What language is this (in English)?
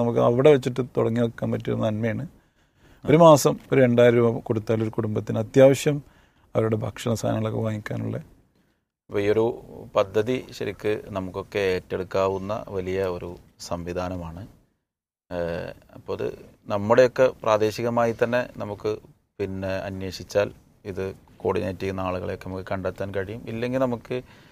Malayalam